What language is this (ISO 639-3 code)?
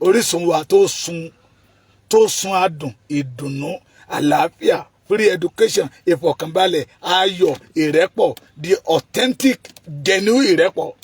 yor